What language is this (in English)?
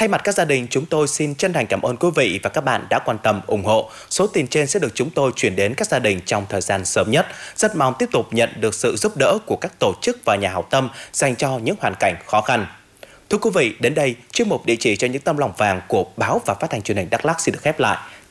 Vietnamese